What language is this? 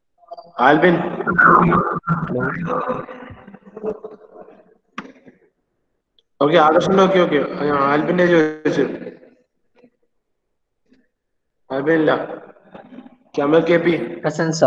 Malayalam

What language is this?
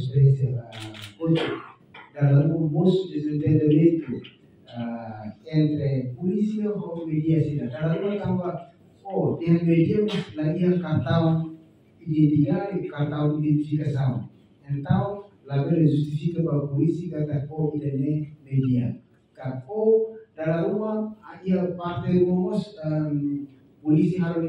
Tetum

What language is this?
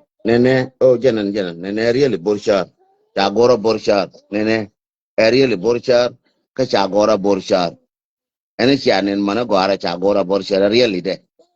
Nuer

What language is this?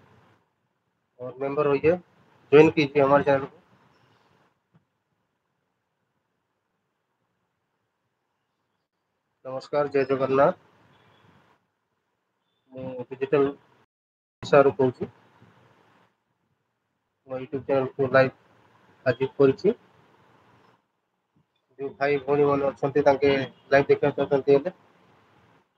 Odia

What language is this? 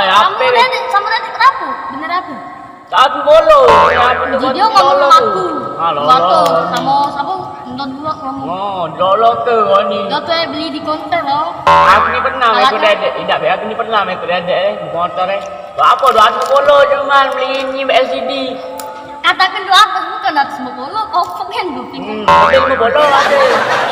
Musi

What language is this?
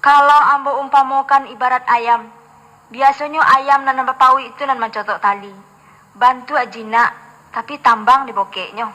Minangkabau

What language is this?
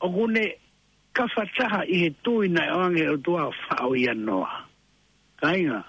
Tongan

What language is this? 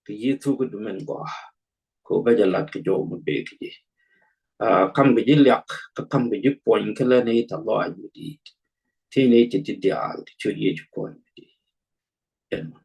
Nuer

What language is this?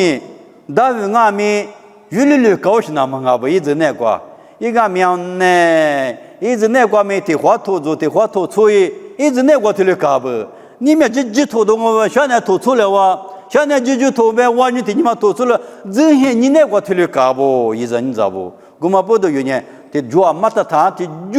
Lisu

